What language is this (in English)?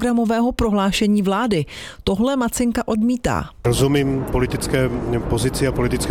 Czech